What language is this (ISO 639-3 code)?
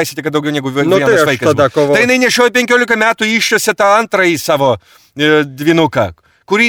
lit